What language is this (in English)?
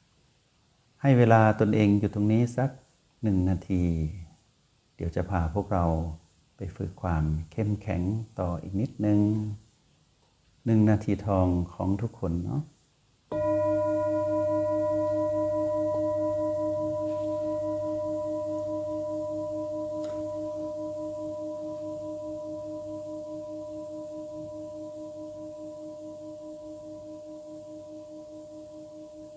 Thai